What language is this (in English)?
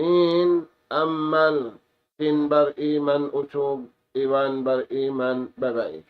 Tausug